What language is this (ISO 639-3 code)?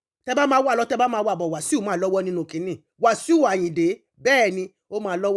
yor